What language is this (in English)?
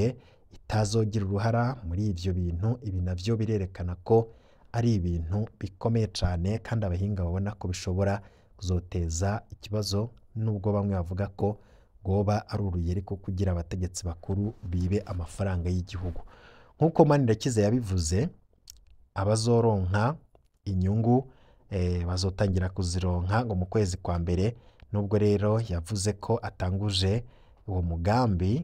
Rundi